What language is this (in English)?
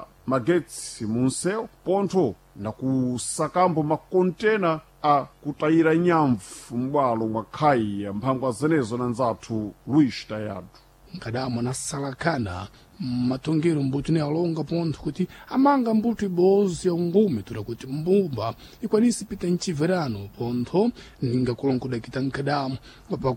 Sena